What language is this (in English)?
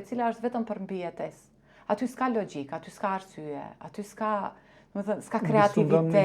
Albanian